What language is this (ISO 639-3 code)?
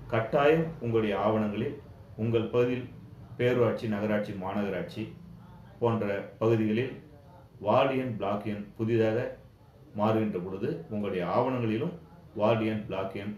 tam